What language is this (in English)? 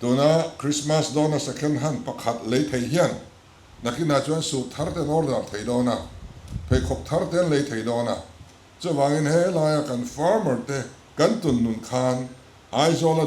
Mizo